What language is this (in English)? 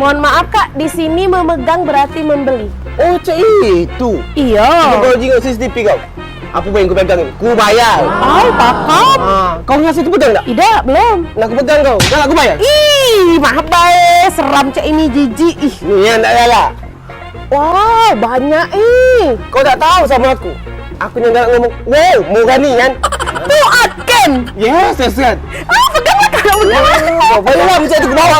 Musi